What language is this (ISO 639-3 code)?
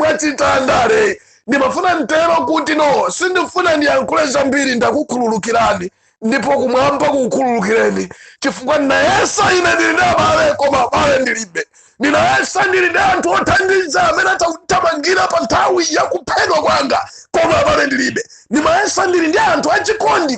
nya